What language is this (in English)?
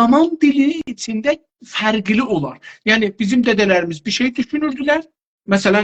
South Azerbaijani